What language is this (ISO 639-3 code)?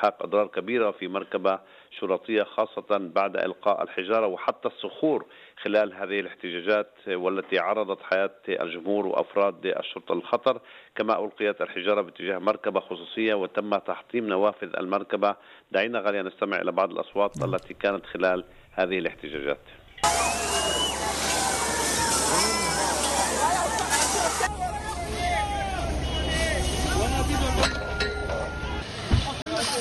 ara